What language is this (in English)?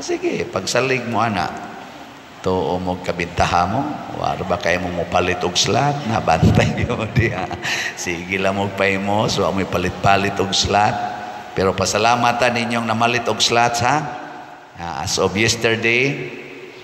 Cebuano